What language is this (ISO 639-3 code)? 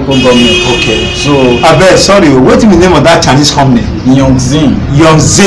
pcm